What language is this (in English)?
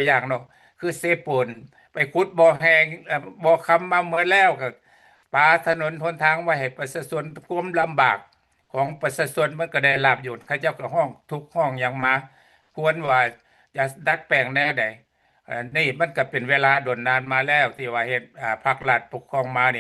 Lao